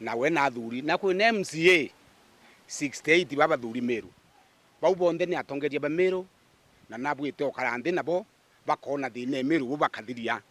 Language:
Meru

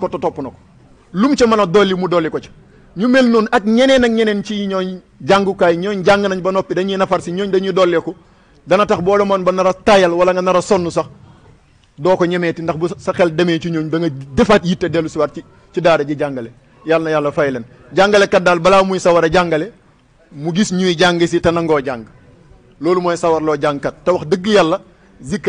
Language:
Wolof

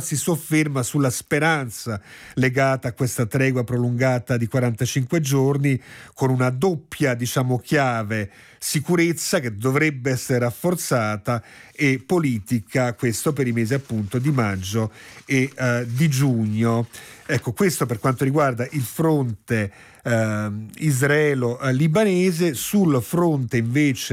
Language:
Italian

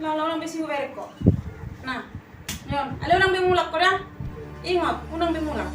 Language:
Batak Toba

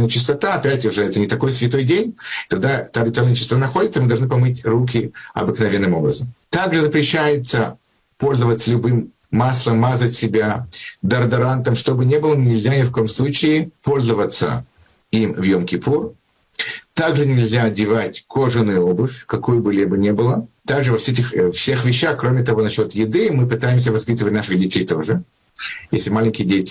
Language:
Russian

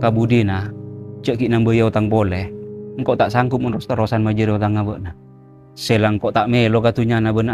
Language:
Madurese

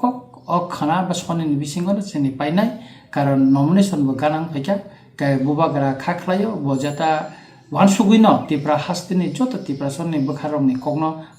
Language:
Kok Borok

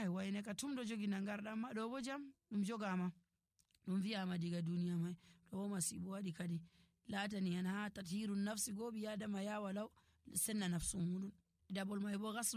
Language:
Nigerian Fulfulde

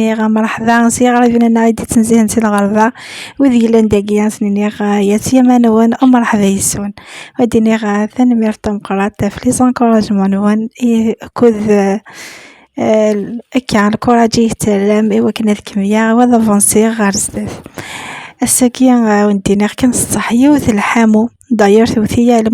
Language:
Kabyle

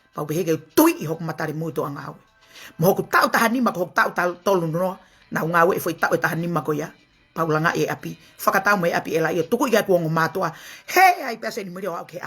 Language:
Tongan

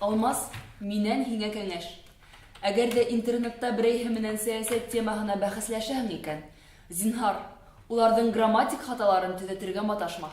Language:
Bashkir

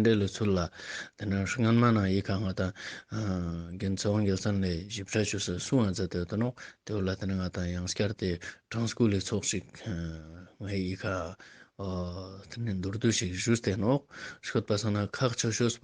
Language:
Ladakhi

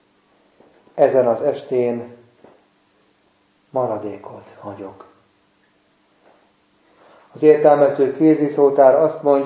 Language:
Hungarian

